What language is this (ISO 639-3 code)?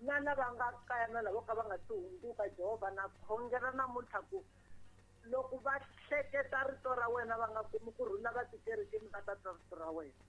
tso